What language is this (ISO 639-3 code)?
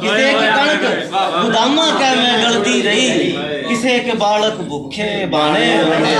bgc